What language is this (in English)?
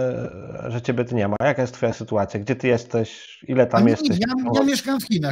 Polish